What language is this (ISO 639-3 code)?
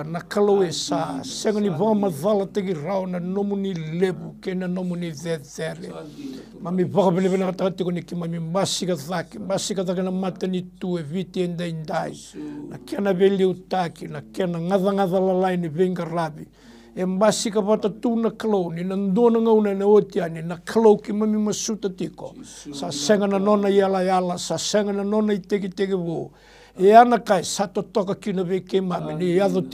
fij